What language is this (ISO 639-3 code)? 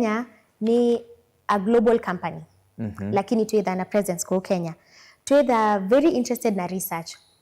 kam